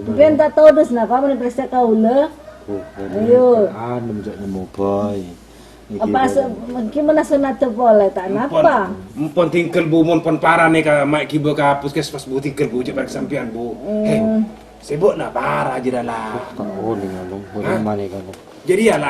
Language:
Madurese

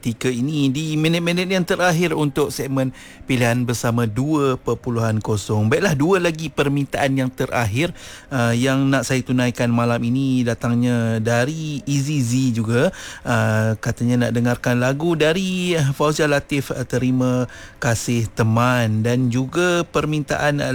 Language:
Malay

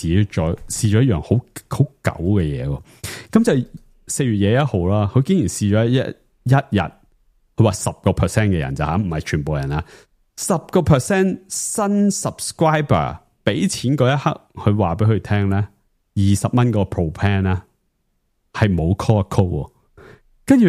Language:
Cantonese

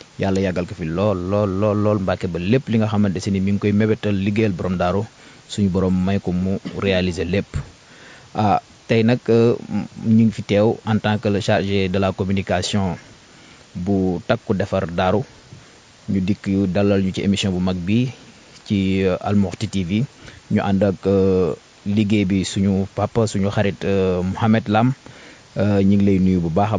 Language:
Wolof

